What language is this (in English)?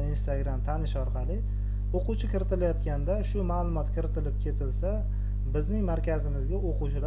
Uzbek